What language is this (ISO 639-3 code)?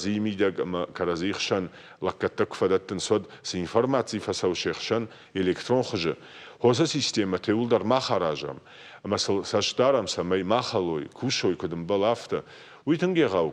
oss